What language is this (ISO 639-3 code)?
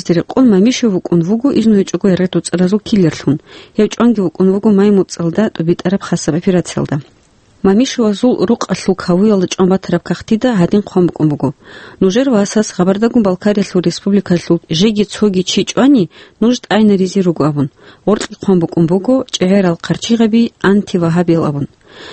ava